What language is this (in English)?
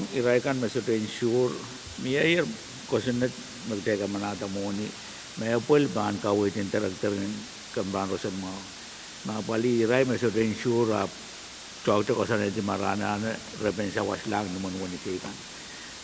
Pohnpeian